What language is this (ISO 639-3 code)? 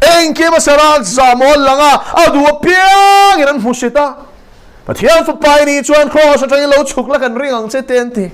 lus